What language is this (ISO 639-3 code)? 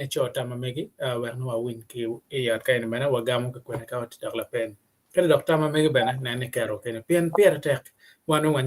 ach